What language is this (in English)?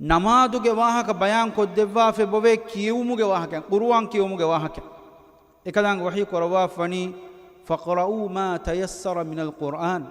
Divehi